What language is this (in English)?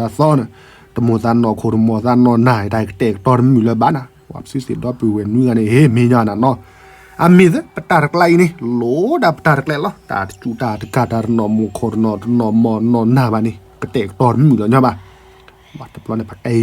S'gaw Karen